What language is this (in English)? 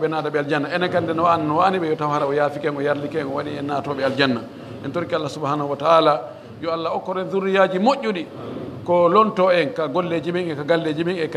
Pular